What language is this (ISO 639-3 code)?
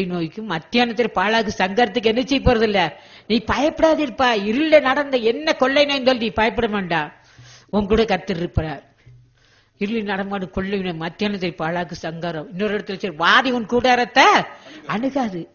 tam